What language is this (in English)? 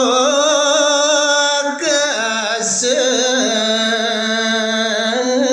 Balinese